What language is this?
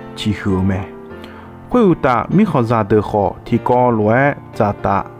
Akha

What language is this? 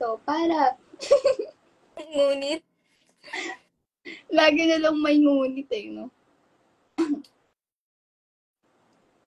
Filipino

